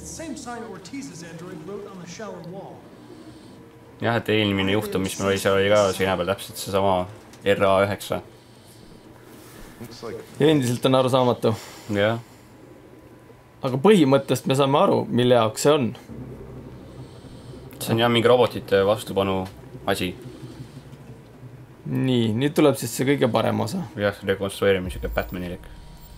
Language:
Estonian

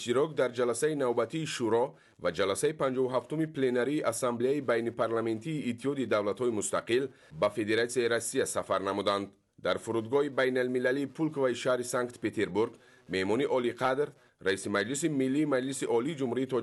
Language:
Tajik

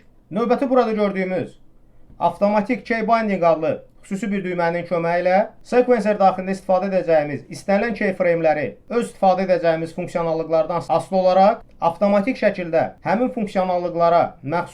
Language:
Azerbaijani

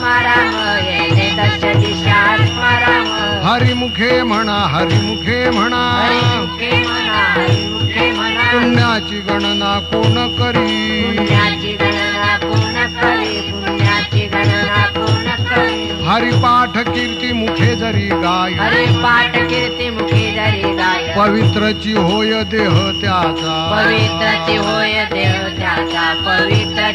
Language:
Marathi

